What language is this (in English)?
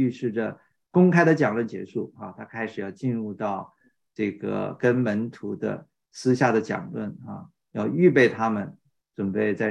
Chinese